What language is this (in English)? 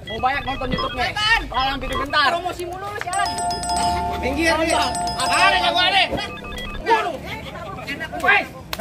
Betawi